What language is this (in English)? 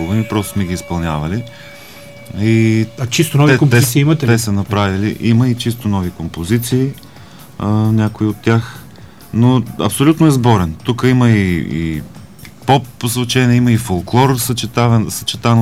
Bulgarian